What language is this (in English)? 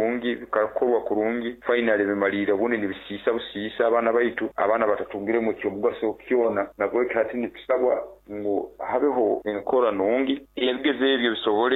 Nyoro